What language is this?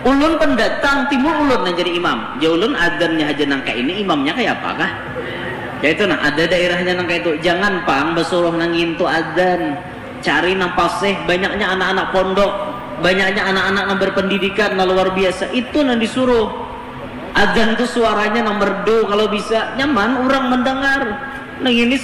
Banjar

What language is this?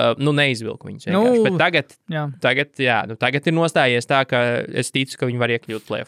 Latvian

